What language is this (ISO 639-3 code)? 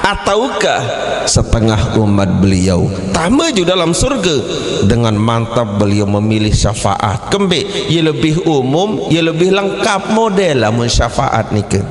sas